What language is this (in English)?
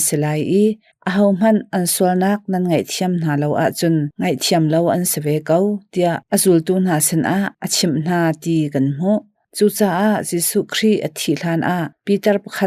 Hakha Chin